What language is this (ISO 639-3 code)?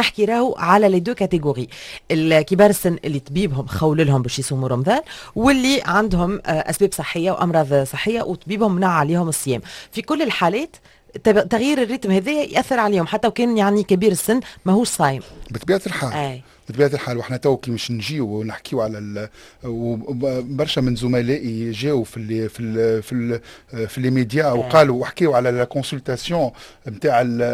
aeb